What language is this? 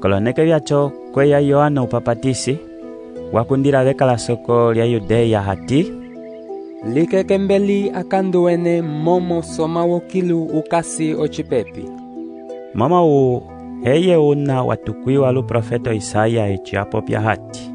Umbundu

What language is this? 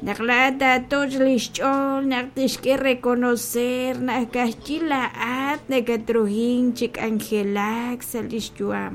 Kekchí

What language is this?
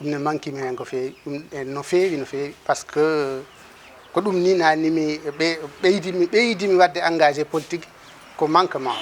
Fula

